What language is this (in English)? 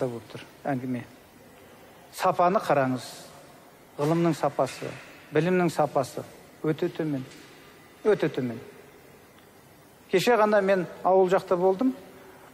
Kazakh